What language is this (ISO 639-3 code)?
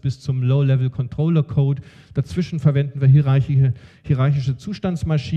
deu